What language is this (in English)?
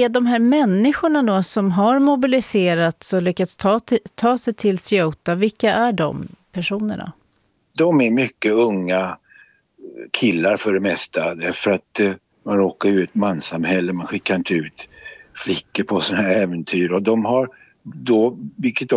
Swedish